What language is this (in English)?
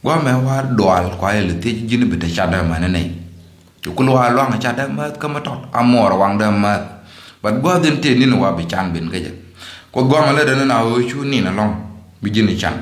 Nuer